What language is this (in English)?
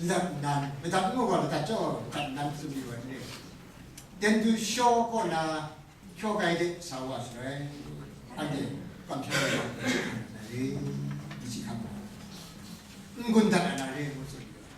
Kachin